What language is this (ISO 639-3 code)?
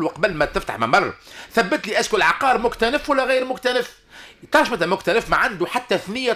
aeb